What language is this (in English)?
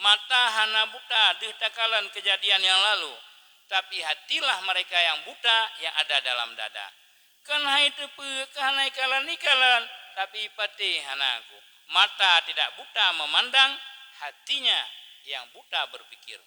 Achinese